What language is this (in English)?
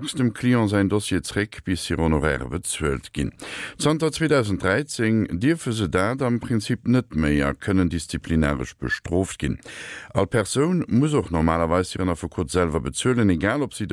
Luxembourgish